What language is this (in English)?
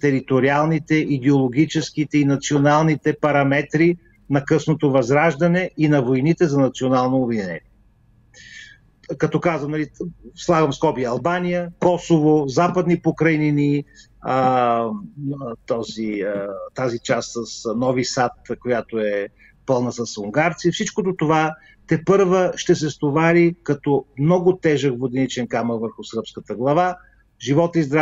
Bulgarian